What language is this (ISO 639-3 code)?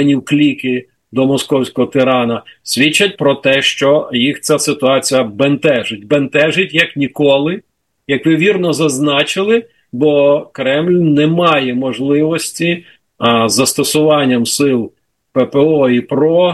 ukr